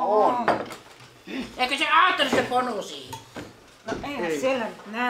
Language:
Finnish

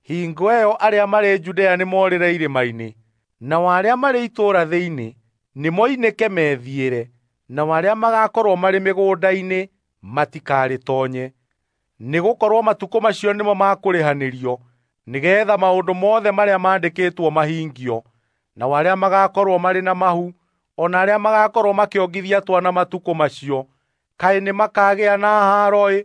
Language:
Kikuyu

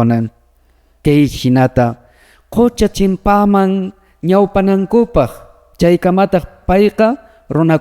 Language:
Quechua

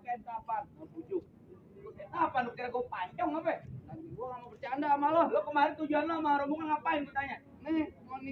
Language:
Betawi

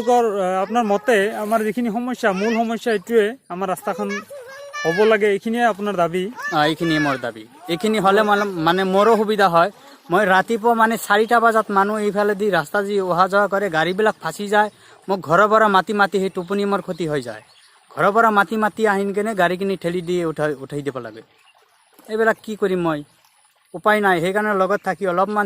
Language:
Assamese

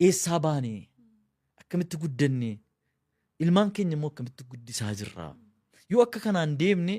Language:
Oromo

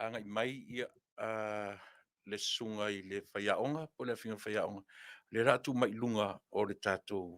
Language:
Samoan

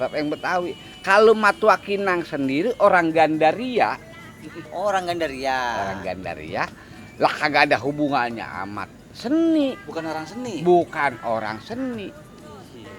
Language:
Betawi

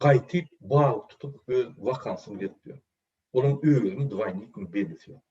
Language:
Turkmen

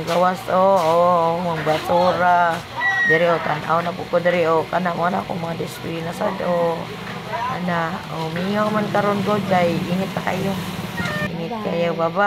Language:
Cebuano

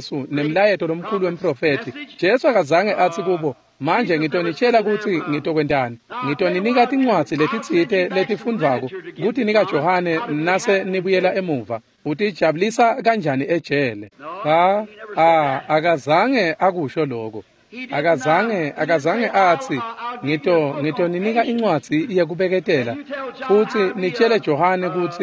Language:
Swati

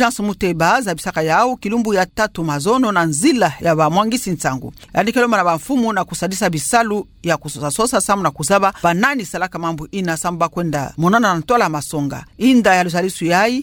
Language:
Kituba (Democratic Republic of Congo)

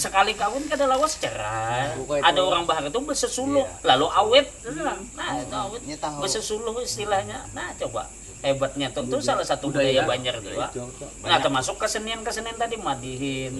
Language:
Banjar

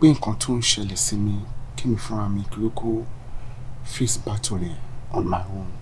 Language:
Yoruba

